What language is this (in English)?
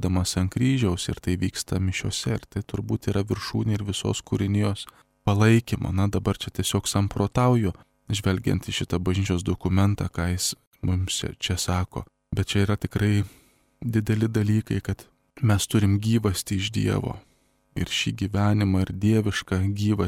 Lithuanian